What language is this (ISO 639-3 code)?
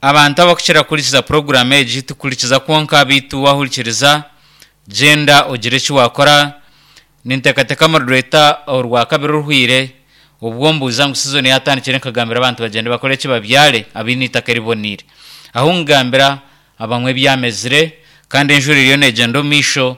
nyn